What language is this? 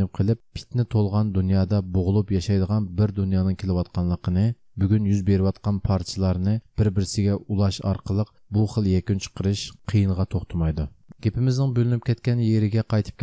Uyghur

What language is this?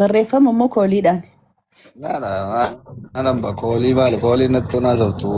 Oromo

